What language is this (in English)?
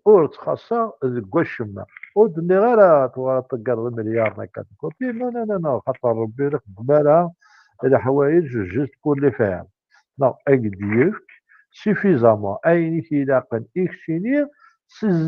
Kabyle